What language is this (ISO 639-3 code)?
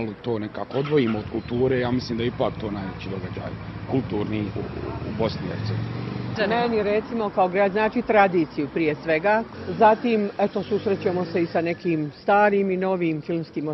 bos